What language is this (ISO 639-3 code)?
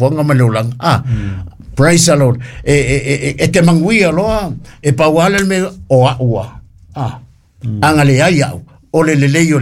smo